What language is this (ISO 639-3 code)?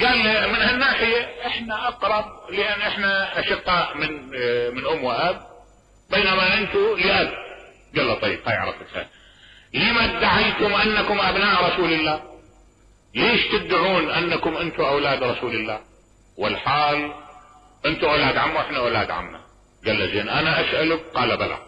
acm